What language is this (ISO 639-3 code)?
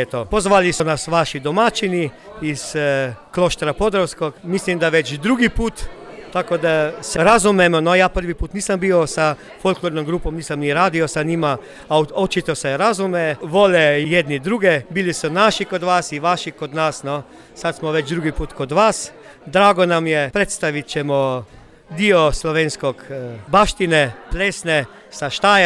srp